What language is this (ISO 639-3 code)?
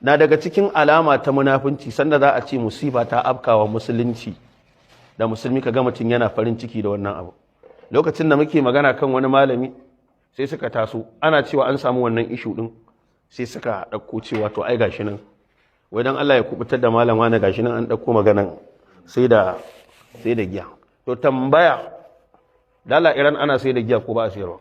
hau